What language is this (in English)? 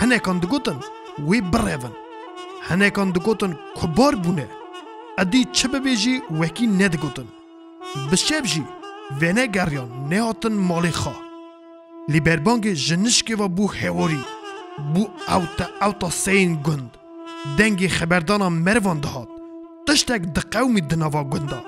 Kurdish